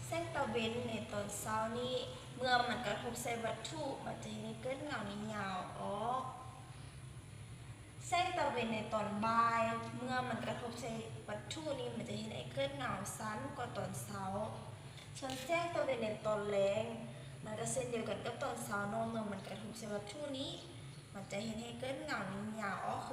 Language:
Lao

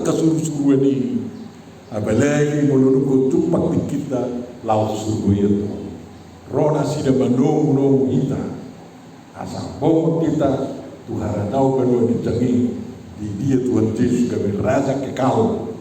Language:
Batak Toba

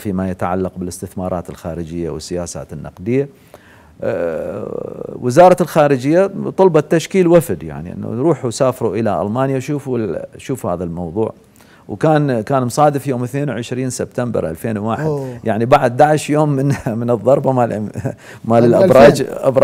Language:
Mesopotamian Arabic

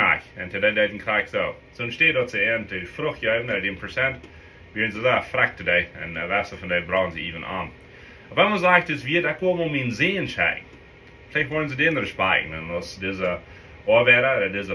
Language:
Plautdietsch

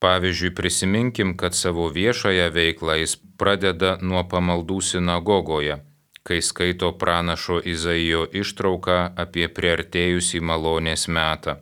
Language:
Lithuanian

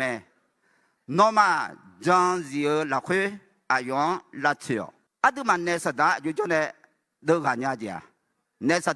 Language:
Akha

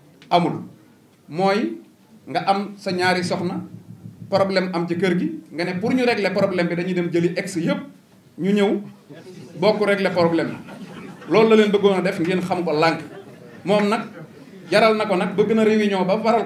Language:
Wolof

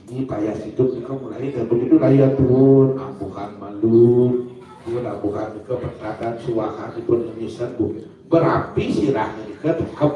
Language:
Balinese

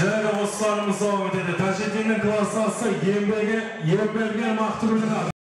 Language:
Kara-Kalpak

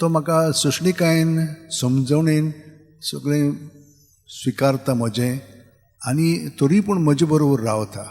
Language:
Konkani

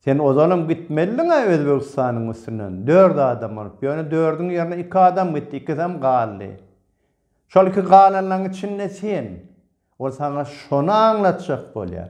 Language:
Turkmen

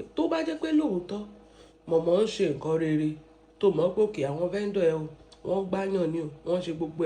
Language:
Yoruba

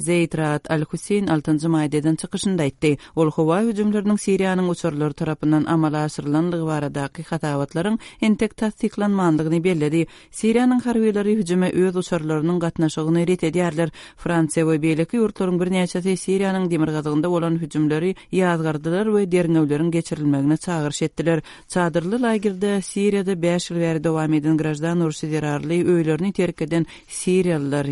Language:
Turkmen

